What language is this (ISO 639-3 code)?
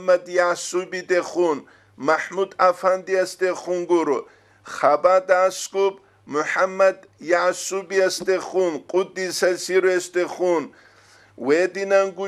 ava